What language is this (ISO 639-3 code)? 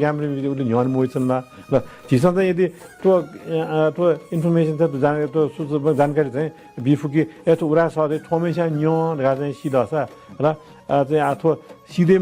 new